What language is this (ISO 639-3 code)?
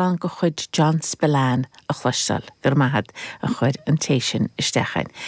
gle